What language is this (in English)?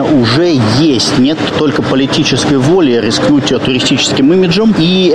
Russian